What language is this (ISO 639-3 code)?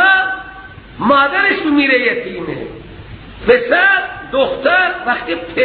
fas